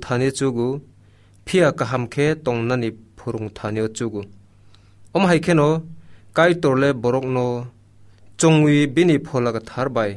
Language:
Kok Borok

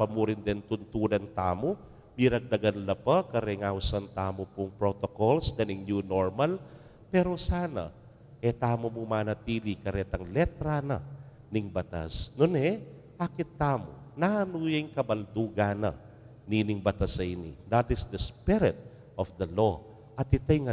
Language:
Pampanga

